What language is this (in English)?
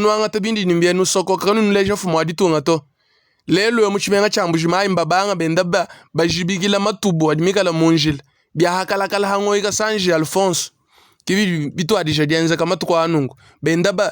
Luba-Lulua